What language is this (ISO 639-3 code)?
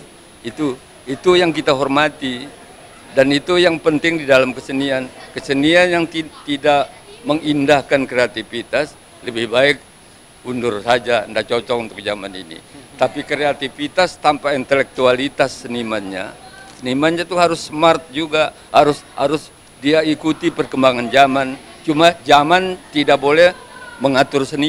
ind